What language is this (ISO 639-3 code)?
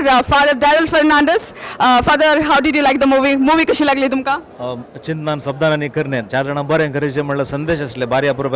kok